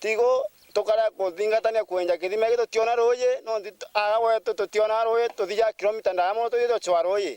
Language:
Meru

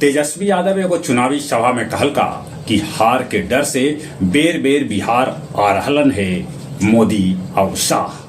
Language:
Magahi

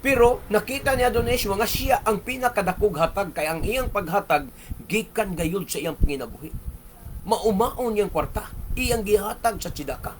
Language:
Cebuano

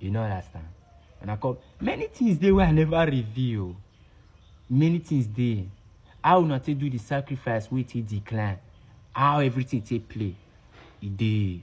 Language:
Nigerian Pidgin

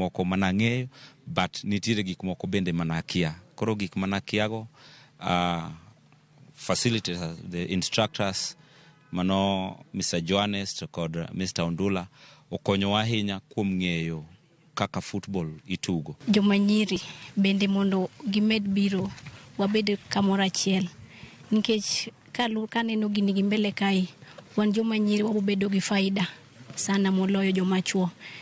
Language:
Luo (Kenya and Tanzania)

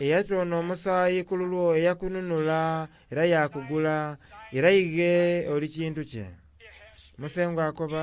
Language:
Soga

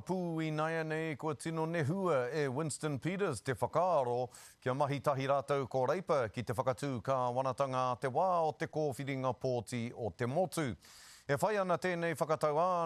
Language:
Māori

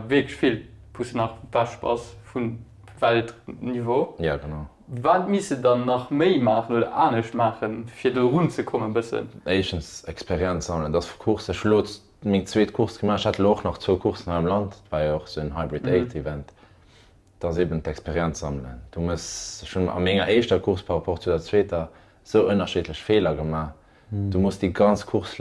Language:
Luxembourgish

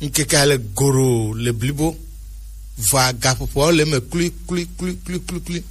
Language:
Gen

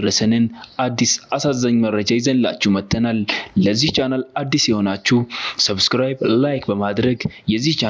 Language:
Amharic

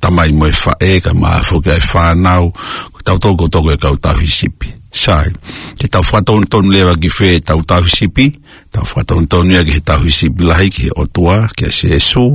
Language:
Tongan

